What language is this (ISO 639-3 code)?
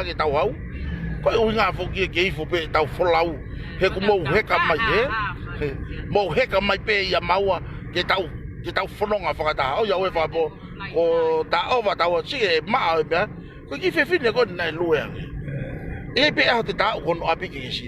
ton